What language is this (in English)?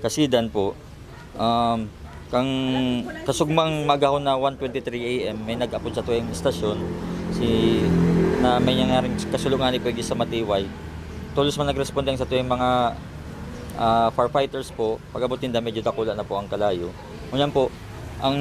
Bikol